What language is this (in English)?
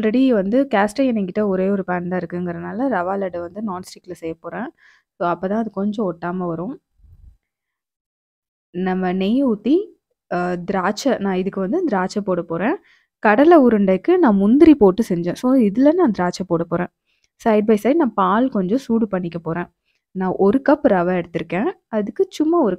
Tamil